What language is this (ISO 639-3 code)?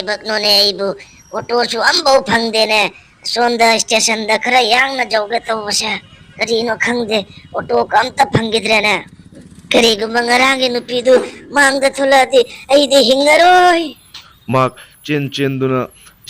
mni